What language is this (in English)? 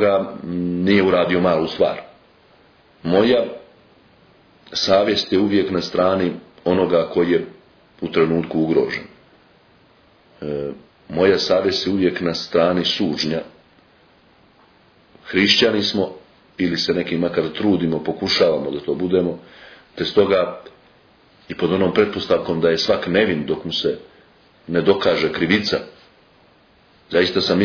Serbian